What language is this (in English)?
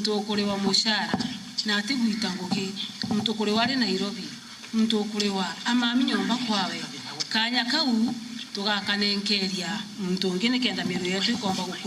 Meru